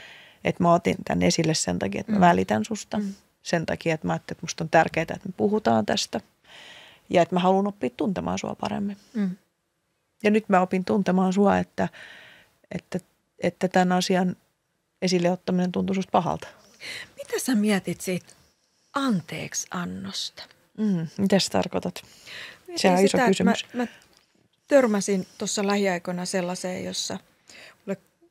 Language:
Finnish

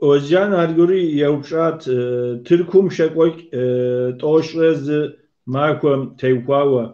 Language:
Kabardian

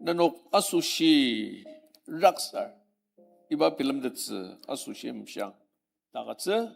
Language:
Ao Naga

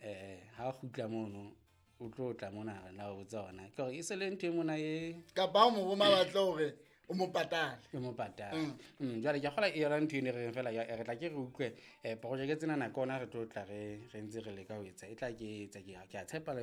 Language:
Southern Sotho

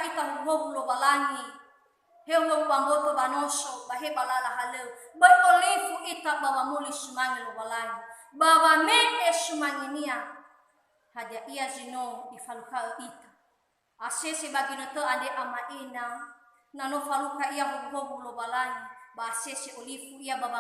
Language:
Nias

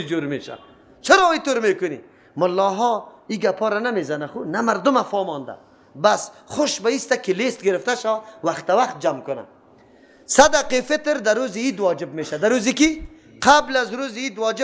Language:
Persian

